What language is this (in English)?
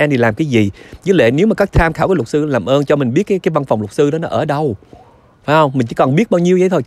Vietnamese